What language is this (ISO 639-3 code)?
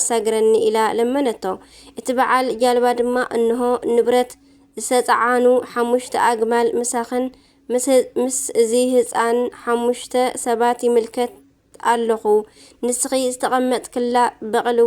tir